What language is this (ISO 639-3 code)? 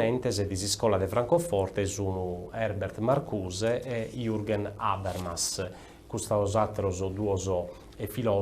srd